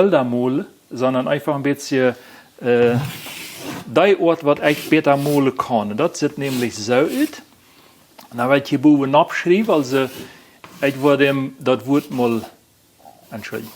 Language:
Plautdietsch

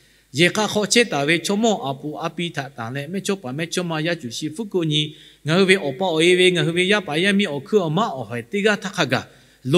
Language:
Lahu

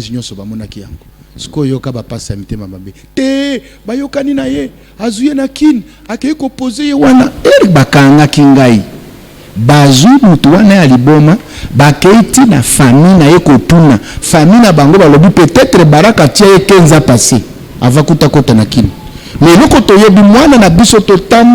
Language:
Lingala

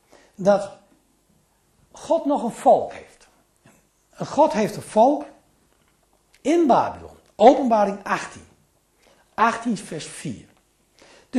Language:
Dutch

